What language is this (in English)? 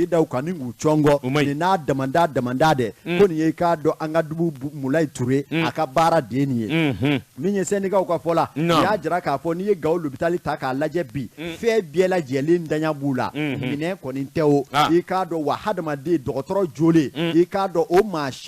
Bambara